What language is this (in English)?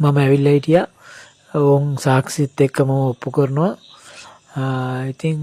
Sinhala